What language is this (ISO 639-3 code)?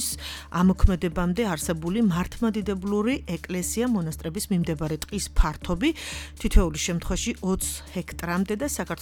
kat